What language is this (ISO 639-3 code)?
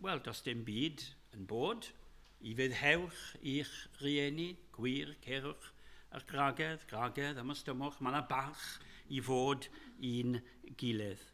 cym